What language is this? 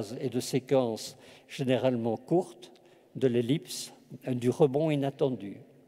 French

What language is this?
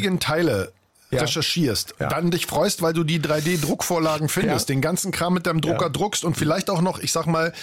German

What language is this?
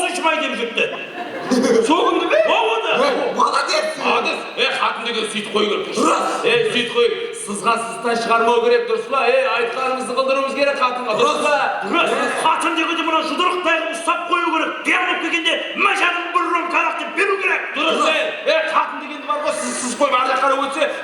Kara-Kalpak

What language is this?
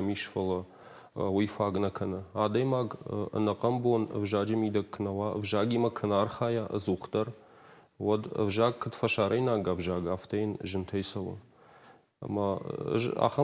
Ossetic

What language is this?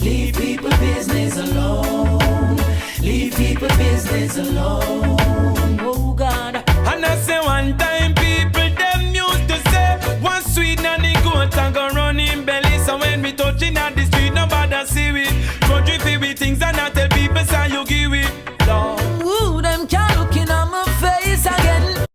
Jamaican Creole English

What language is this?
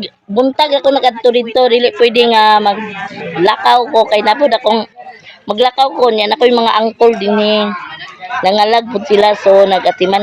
Cebuano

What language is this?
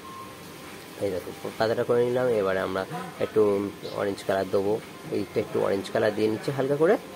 Bangla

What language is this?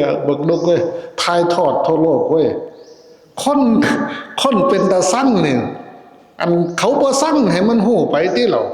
Lao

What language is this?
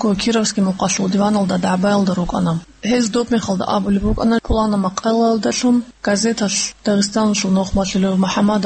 Avaric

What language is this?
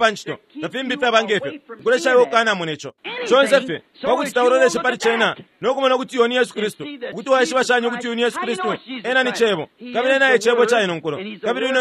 Bemba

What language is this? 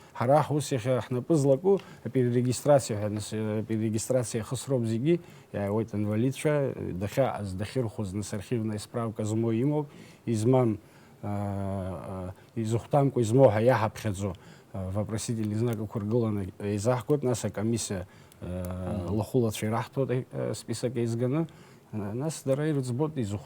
Abkhazian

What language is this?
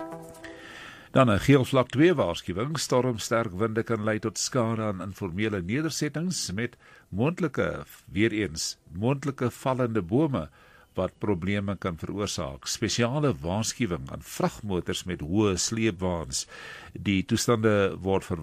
Afrikaans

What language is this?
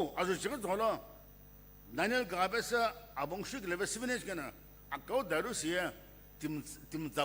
Sumi Naga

